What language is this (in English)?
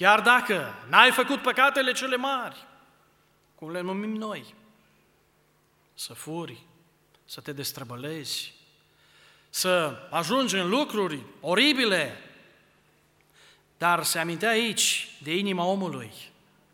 Romanian